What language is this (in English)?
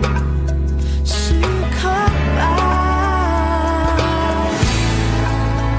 Chinese